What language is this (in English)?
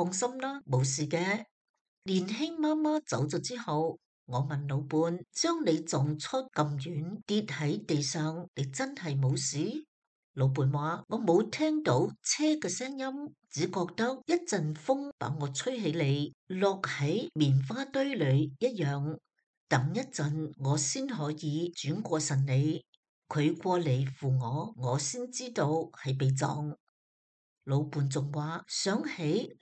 Cantonese